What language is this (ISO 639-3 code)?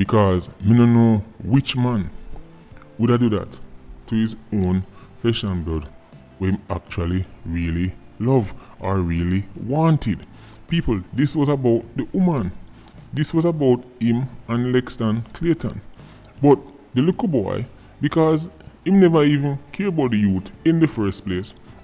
jam